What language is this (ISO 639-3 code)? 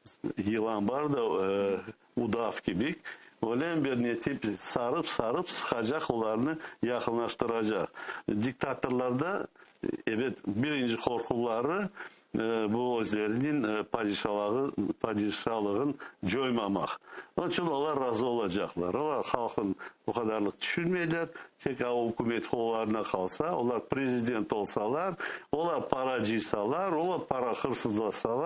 crh